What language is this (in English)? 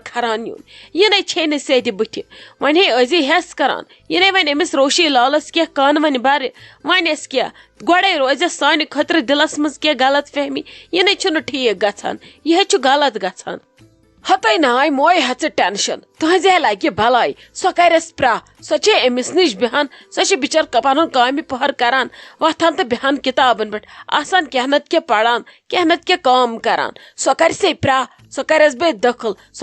Kashmiri